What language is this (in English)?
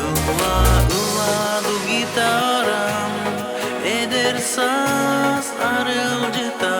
Yakut